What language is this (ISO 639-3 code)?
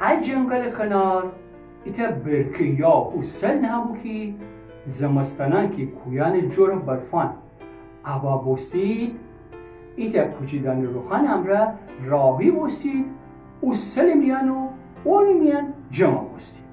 glk